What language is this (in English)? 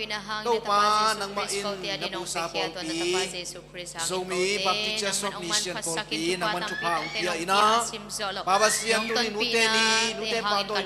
Tedim Chin